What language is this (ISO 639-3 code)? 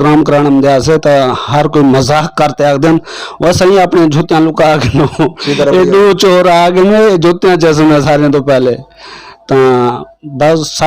skr